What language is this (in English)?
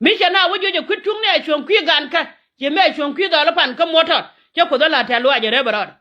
Nuer